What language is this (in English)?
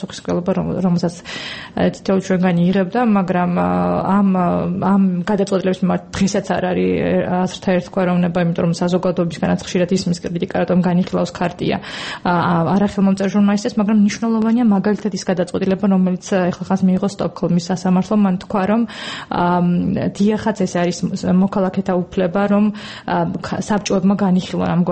Georgian